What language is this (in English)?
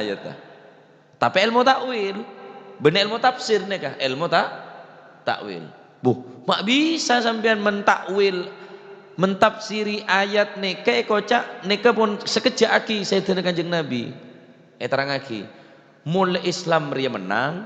Madurese